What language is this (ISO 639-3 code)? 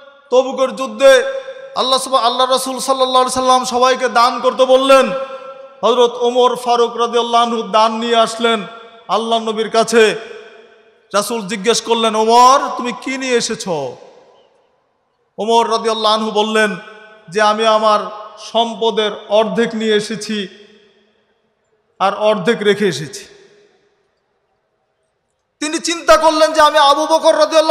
ben